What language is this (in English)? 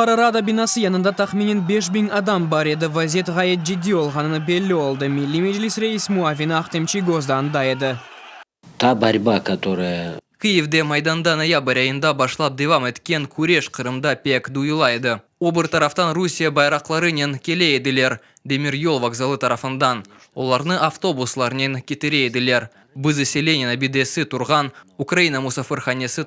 Crimean Tatar